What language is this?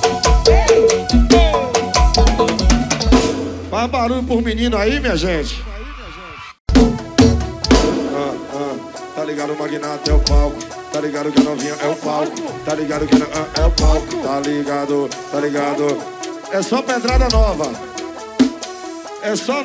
Portuguese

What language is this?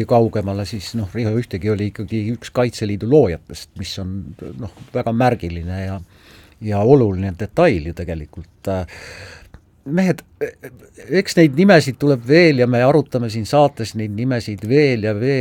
Estonian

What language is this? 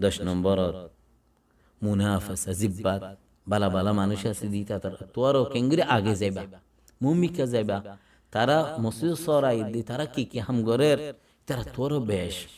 Rohingya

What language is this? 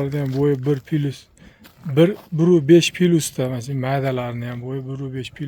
Uzbek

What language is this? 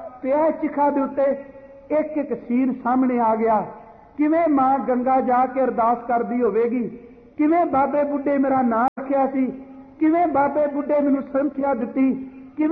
Punjabi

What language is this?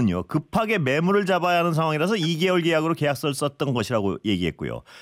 Korean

